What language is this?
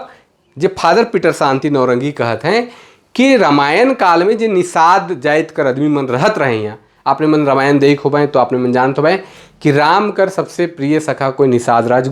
Sadri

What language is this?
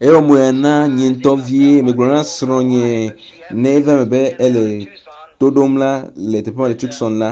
Ewe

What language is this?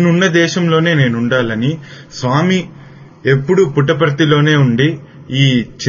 Telugu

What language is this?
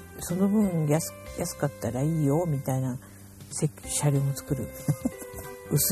Japanese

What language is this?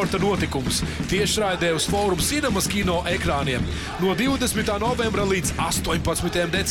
Latvian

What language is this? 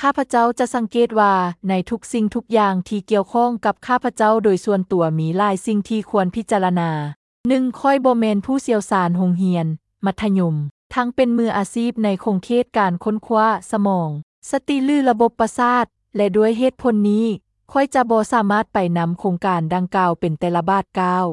Lao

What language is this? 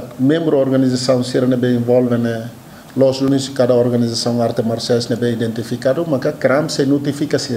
Tetum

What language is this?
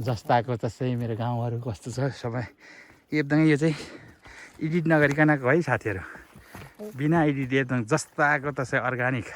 Nepali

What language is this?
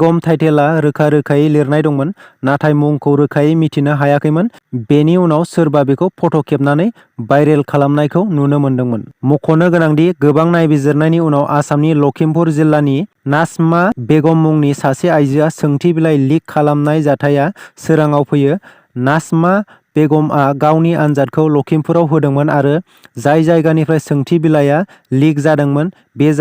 Bodo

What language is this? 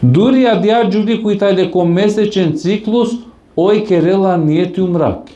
Balkan Romani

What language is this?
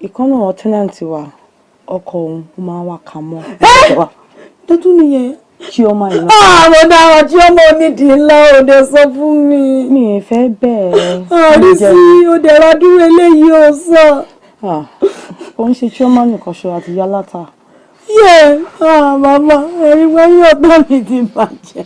Yoruba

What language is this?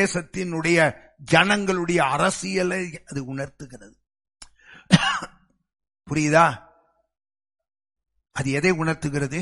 Tamil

